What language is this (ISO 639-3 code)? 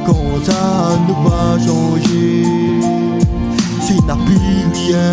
rcf